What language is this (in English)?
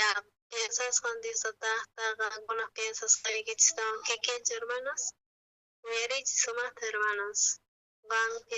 South Bolivian Quechua